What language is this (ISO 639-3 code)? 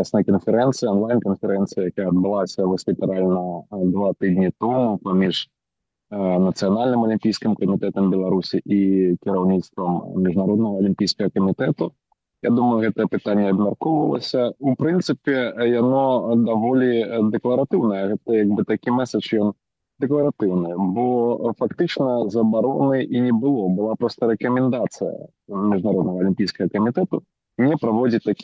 bel